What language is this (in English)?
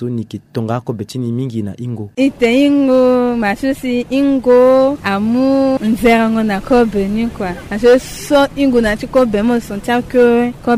Sango